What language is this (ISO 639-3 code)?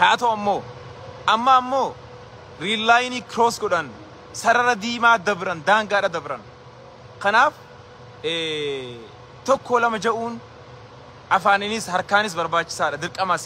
orm